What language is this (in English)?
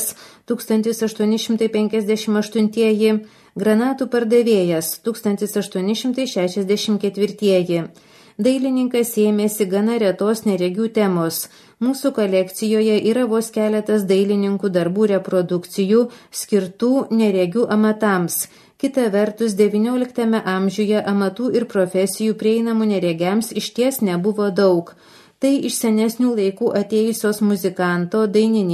Lithuanian